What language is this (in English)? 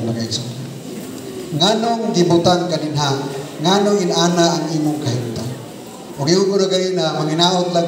Cebuano